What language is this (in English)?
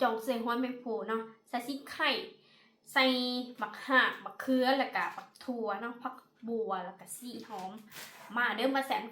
Northeastern Thai